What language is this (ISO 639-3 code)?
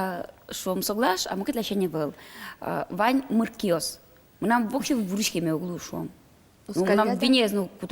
udm